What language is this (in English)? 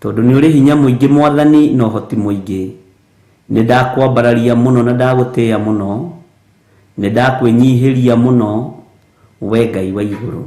Kikuyu